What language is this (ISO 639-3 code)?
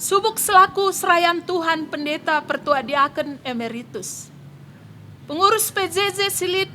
btx